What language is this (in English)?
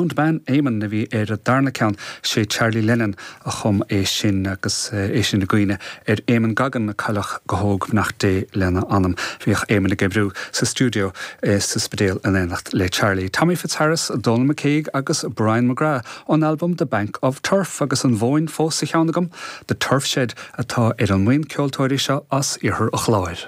Irish